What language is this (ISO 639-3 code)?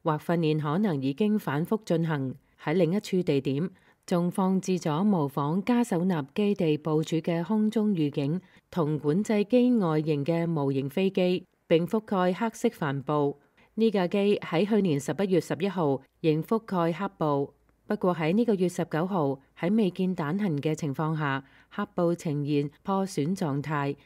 yue